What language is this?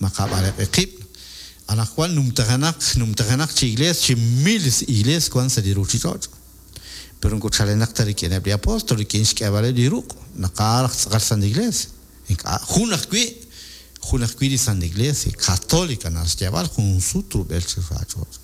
Kekchí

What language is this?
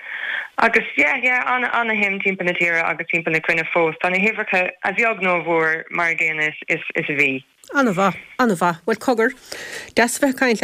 Irish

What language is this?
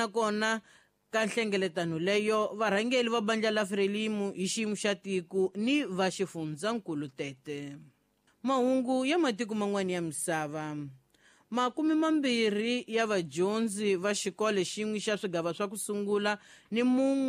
Tsonga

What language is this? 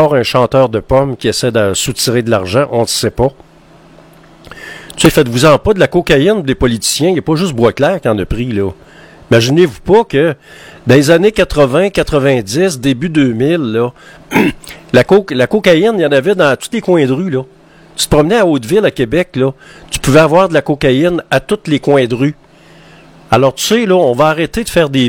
French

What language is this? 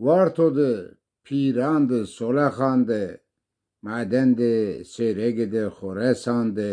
Zaza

